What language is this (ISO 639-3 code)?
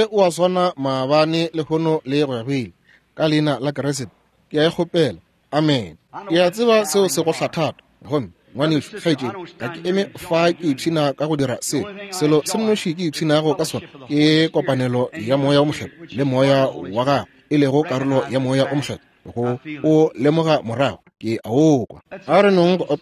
nso